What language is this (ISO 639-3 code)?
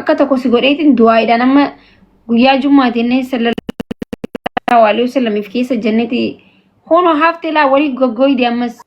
orm